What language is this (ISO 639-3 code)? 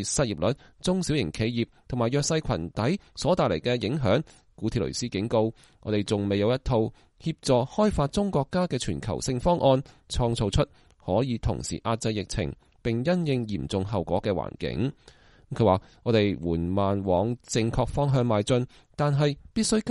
yue